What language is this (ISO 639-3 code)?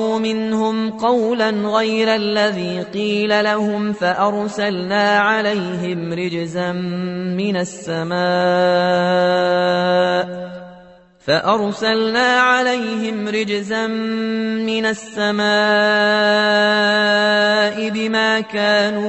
ara